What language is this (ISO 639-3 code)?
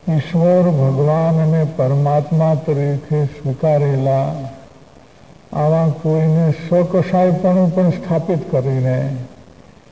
guj